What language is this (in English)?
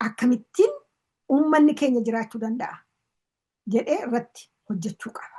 Oromo